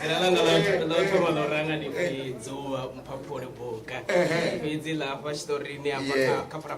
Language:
Venda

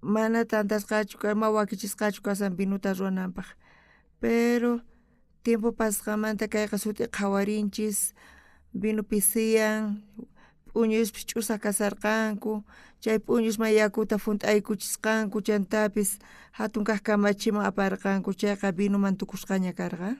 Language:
South Bolivian Quechua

